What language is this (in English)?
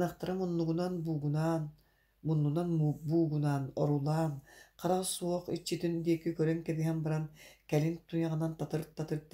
Yakut